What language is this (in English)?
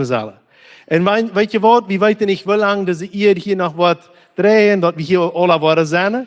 Plautdietsch